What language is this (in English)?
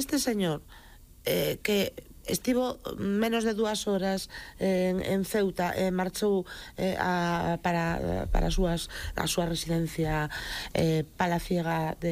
Galician